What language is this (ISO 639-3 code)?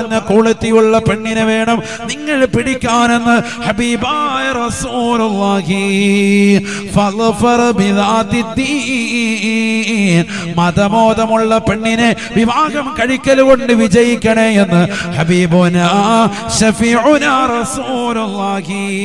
mal